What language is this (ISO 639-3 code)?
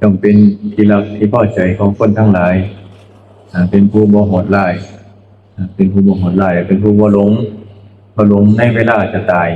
tts